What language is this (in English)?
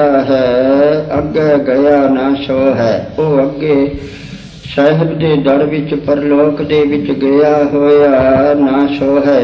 Punjabi